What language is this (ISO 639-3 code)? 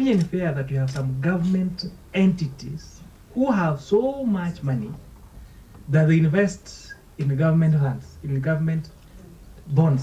mer